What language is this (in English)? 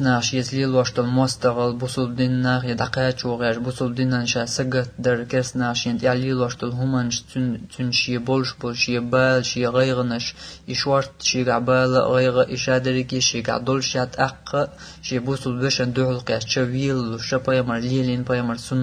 Chechen